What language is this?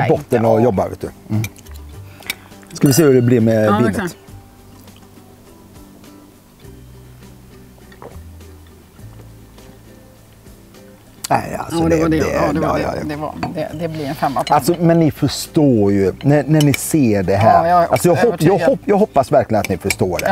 Swedish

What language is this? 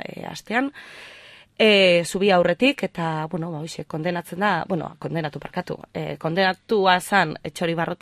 Basque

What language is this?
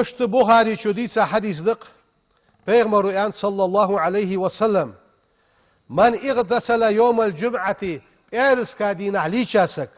Ingush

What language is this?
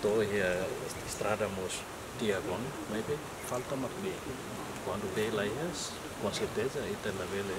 Tetum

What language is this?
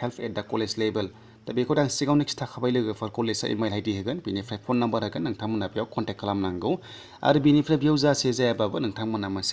Bodo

